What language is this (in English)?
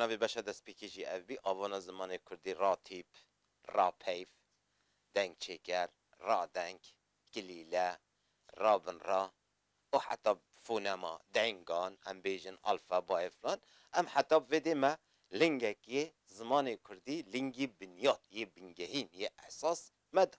Kurdish